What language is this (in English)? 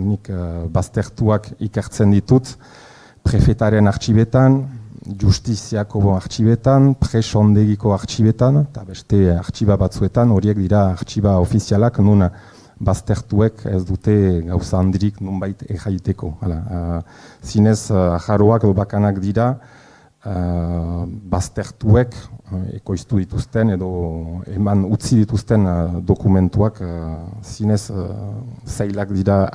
Basque